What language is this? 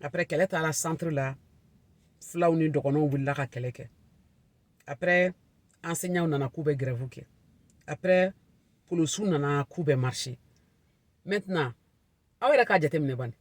Bambara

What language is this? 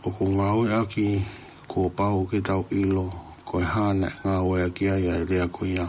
Tongan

